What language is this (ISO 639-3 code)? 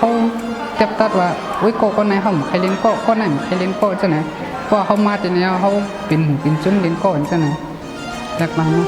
shn